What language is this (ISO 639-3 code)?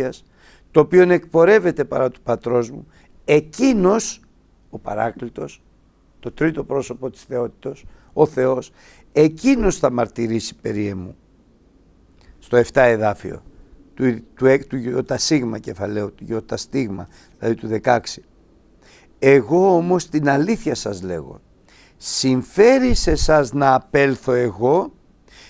ell